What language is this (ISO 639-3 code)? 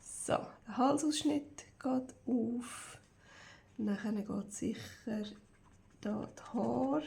gsw